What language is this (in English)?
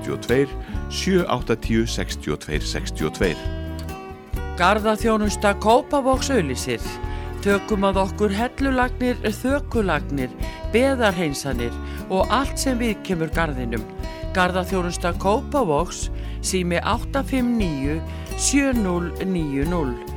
Icelandic